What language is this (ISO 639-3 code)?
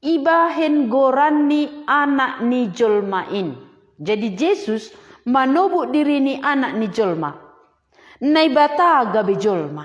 bts